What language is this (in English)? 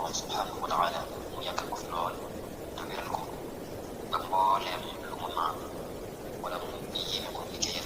Wolof